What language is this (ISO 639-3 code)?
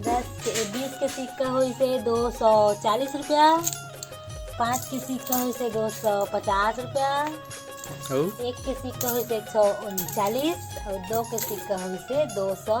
hne